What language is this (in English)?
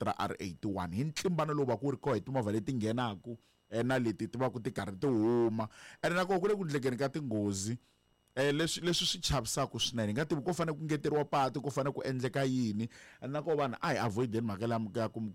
Tsonga